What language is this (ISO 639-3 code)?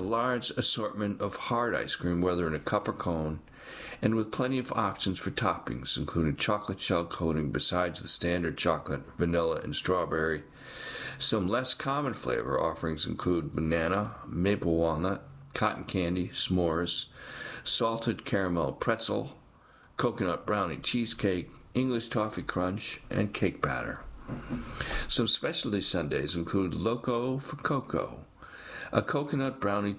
eng